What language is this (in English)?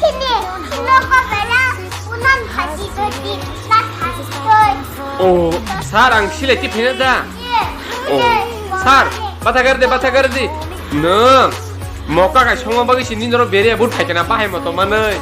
Kok Borok